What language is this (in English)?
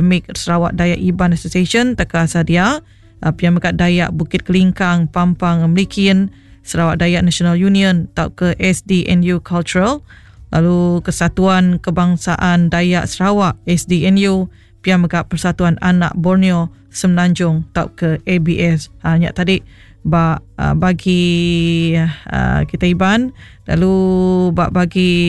Iban